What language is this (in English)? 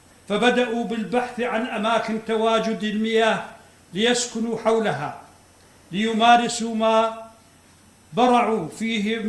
North Levantine Arabic